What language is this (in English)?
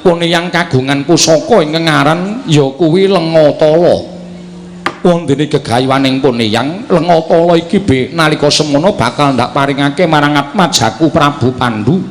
Javanese